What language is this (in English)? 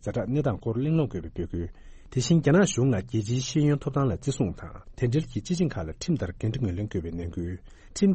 Tibetan